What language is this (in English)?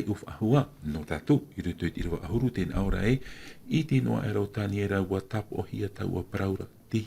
Tahitian